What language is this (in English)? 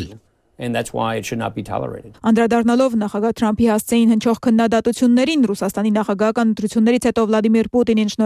Armenian